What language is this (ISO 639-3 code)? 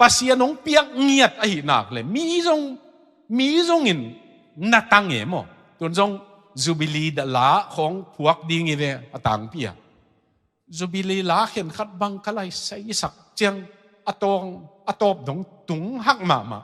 ctd